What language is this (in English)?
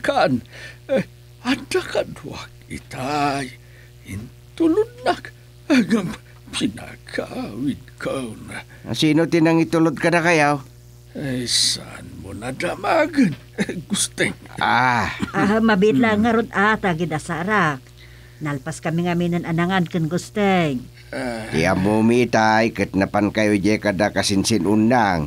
Iloko